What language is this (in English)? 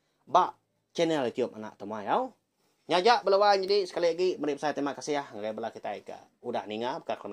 Iban